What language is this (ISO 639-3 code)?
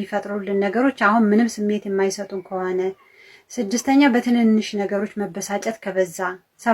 amh